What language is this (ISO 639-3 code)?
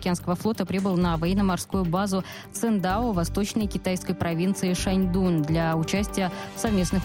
rus